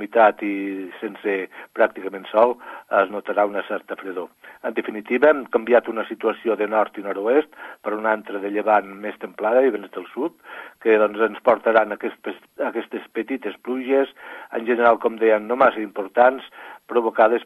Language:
Catalan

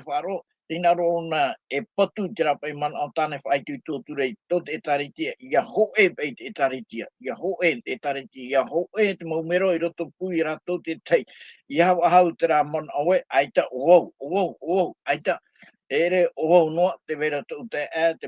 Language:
Tahitian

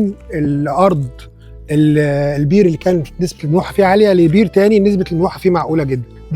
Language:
Egyptian Arabic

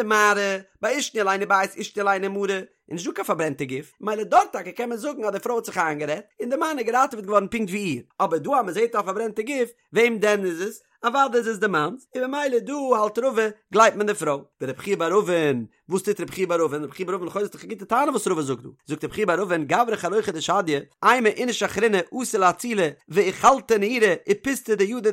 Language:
Yiddish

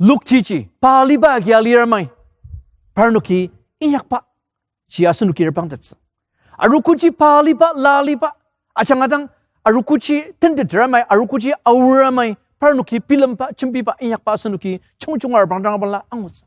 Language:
Ao Naga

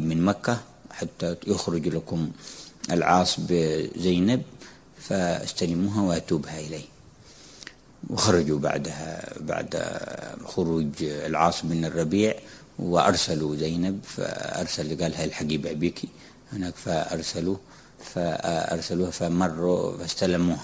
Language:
Arabic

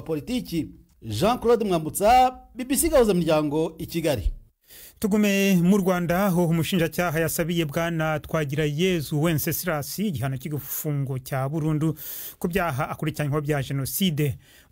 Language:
Kinyarwanda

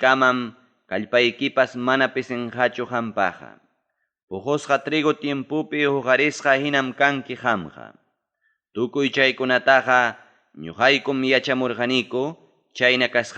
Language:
Ayacucho Quechua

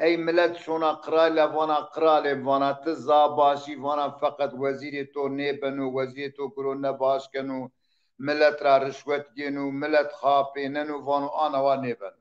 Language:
Zaza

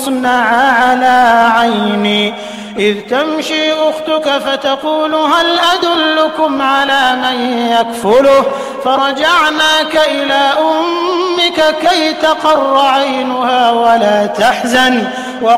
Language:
Arabic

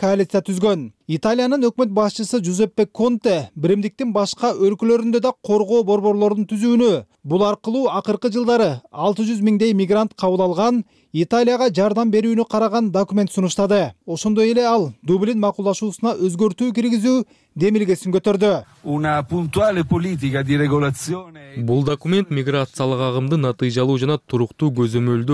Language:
Kyrgyz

